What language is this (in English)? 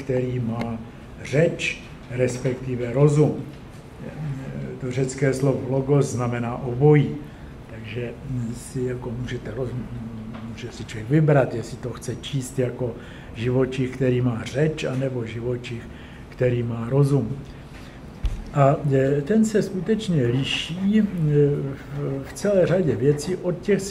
Czech